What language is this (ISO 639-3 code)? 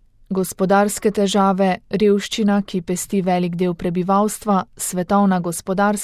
slv